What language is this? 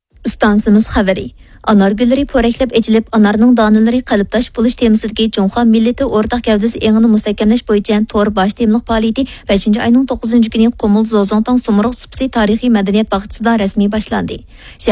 Uyghur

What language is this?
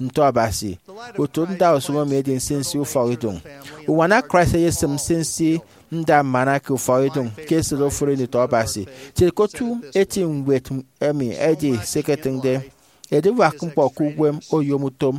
Efik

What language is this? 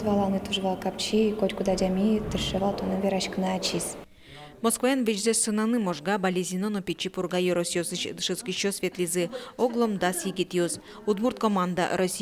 Udmurt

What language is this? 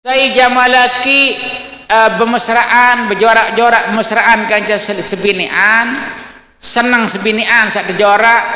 Sasak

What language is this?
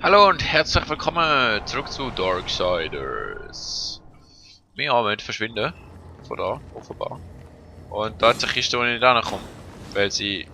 Swiss German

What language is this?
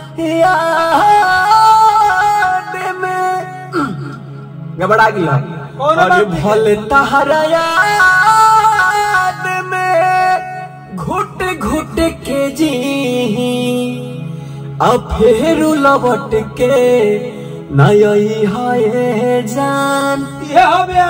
Bhojpuri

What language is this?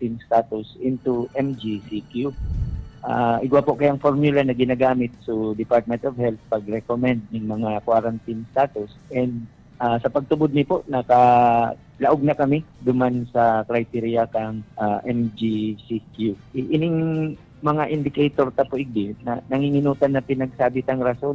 Bikol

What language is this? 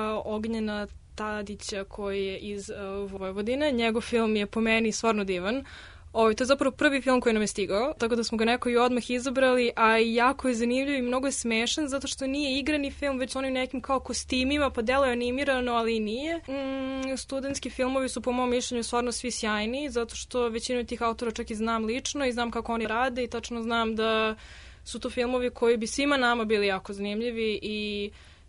Serbian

